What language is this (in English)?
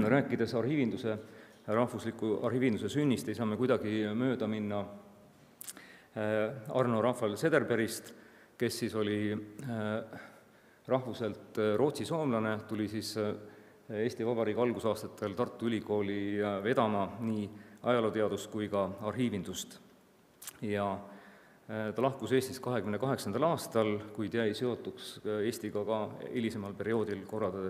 Estonian